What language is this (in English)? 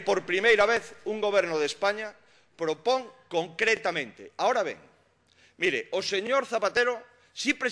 Galician